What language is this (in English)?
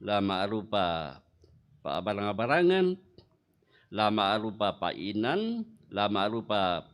Toraja-Sa'dan